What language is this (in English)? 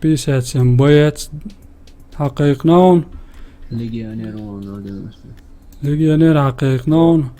Chechen